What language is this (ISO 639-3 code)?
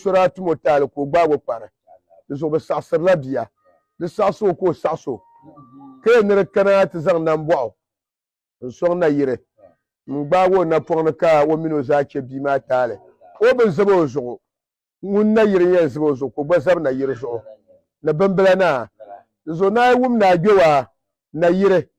dag